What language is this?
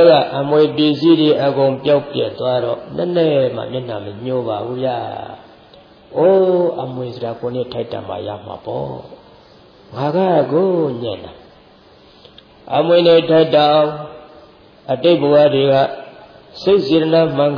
Burmese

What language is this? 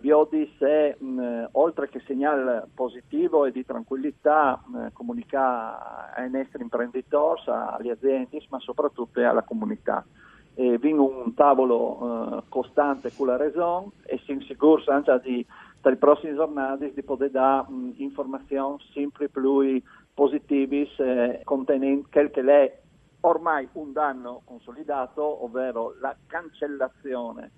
Friulian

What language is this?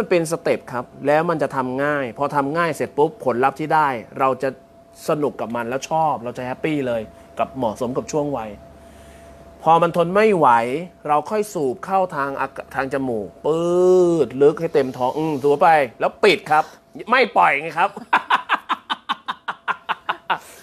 Thai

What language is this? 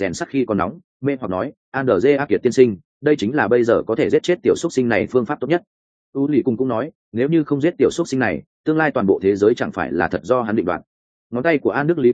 Vietnamese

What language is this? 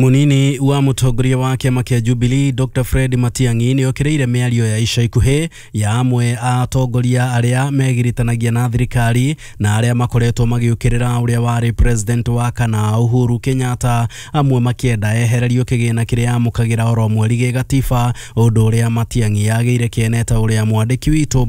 Kikuyu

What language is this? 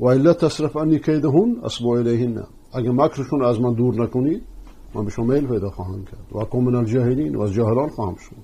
Persian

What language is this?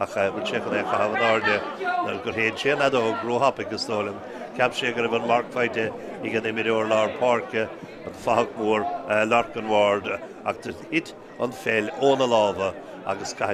Irish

